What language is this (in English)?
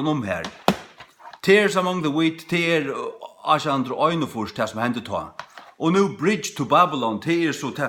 Faroese